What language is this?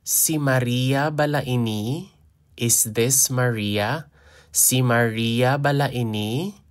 Hiligaynon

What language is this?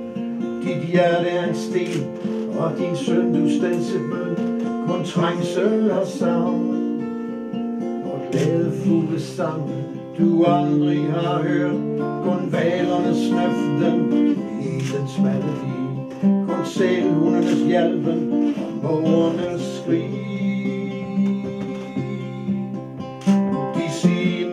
Danish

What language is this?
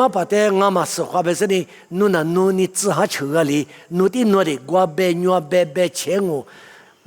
Lisu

